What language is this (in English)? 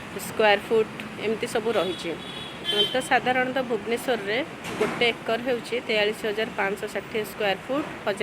Odia